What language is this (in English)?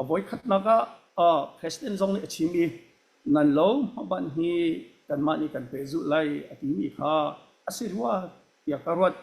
Hakha Chin